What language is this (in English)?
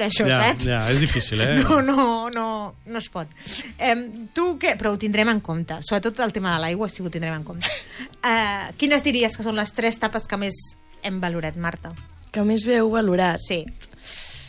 Catalan